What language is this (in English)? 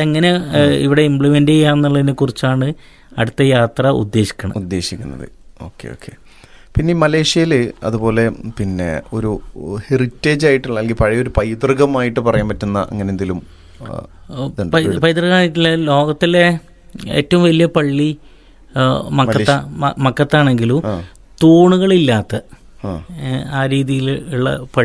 Malayalam